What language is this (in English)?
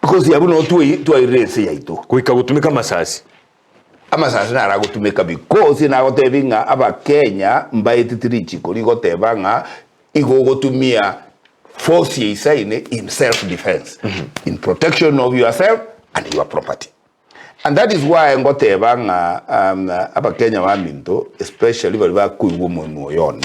Gusii